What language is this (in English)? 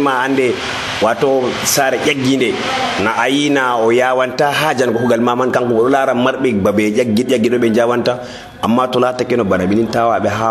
Nigerian Fulfulde